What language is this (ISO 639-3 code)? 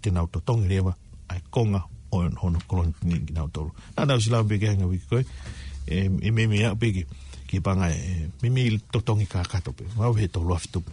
ton